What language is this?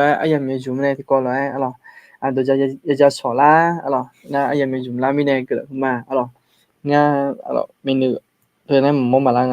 Akha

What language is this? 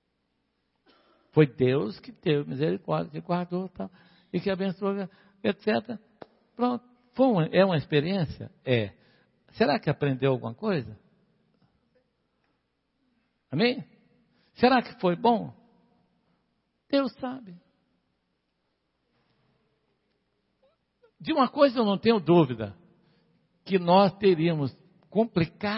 Portuguese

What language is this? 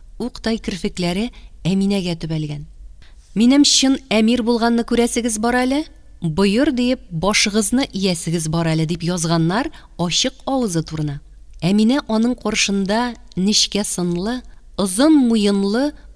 Tatar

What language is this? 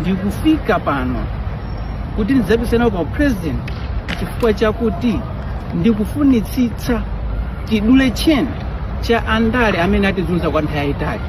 Nyanja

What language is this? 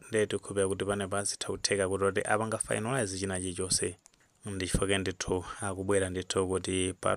Nyanja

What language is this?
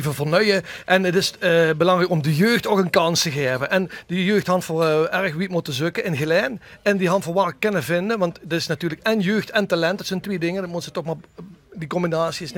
Limburgish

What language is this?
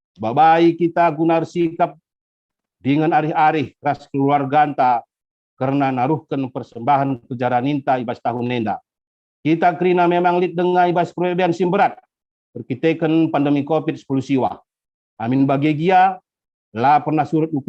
Batak Karo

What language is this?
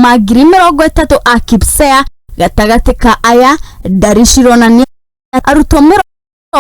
Kikuyu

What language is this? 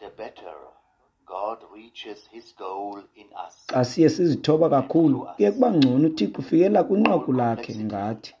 Xhosa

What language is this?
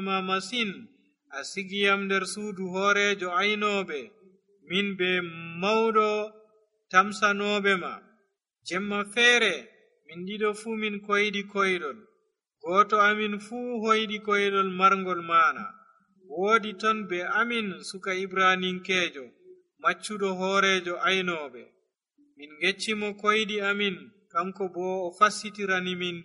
Nigerian Fulfulde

